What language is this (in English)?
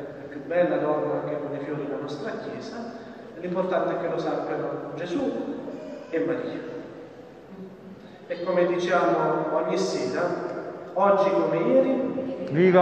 Italian